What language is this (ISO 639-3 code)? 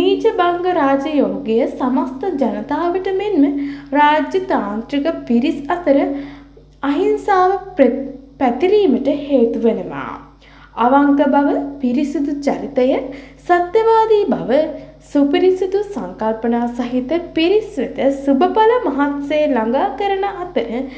sin